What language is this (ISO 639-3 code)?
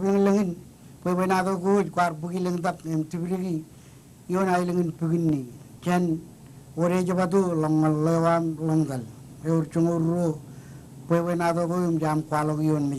mah